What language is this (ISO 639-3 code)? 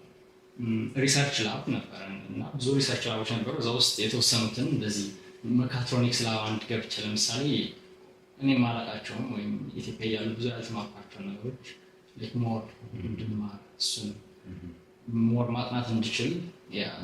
amh